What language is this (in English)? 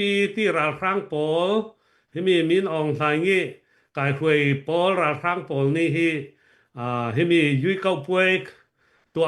Falam Chin